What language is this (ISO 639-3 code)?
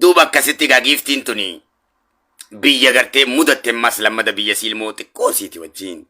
orm